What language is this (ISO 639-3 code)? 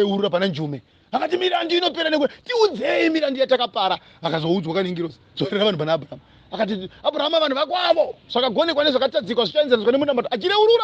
sna